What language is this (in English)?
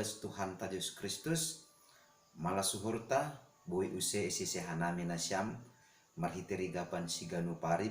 Batak Simalungun